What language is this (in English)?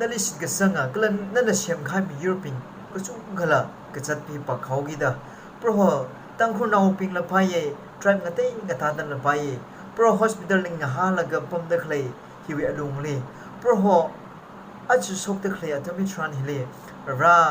Tangkhul Naga (India)